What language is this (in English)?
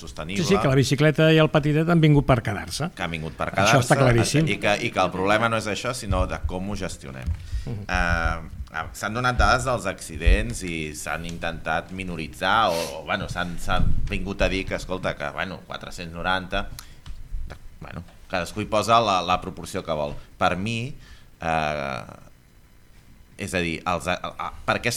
Catalan